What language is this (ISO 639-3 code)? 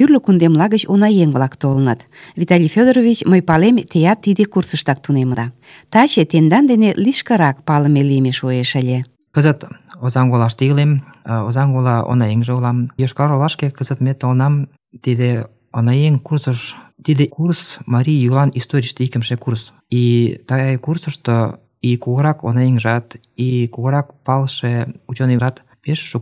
chm